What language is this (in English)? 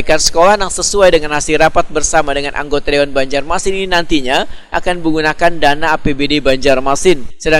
Banjar